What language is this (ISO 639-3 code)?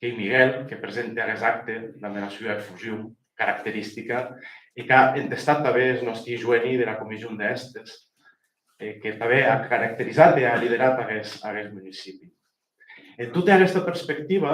oci